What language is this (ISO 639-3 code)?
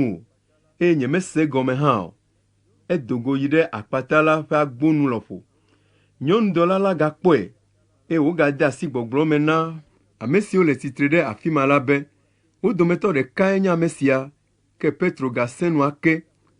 ewe